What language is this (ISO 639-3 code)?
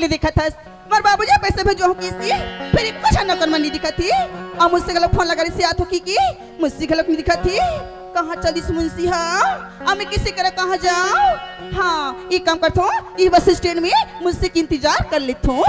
hne